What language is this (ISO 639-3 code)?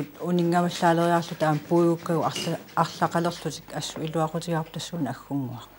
kal